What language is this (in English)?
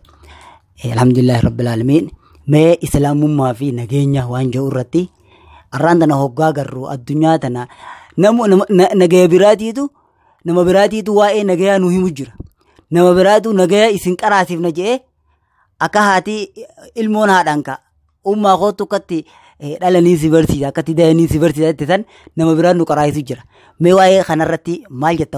Oromo